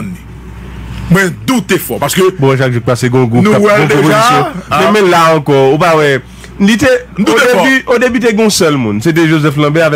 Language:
Haitian Creole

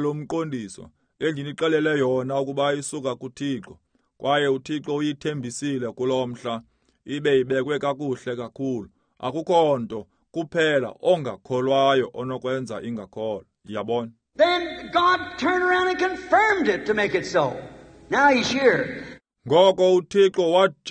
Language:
Xhosa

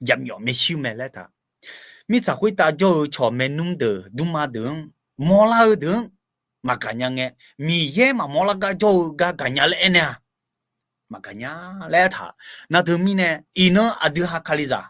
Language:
Akha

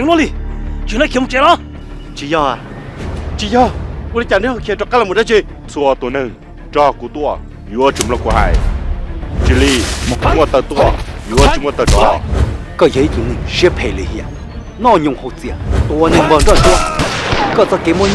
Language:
Hmong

